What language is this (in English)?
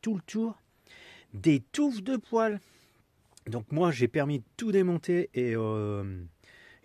French